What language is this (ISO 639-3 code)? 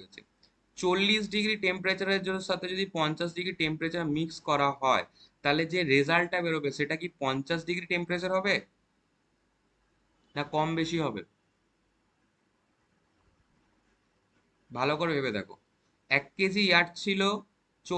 ben